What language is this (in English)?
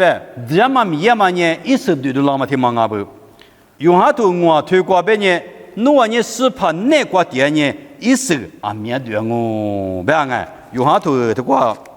Lisu